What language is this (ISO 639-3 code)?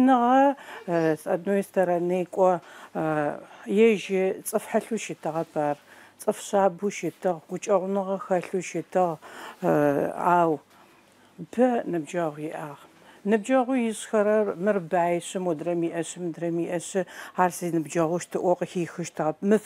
ady